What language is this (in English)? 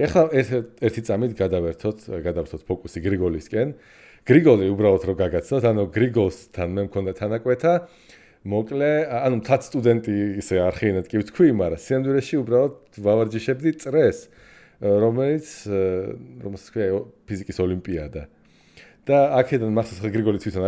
Georgian